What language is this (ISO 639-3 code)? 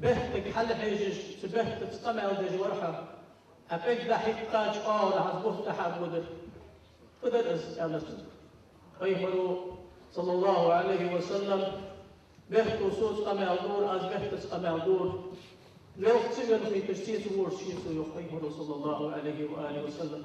inh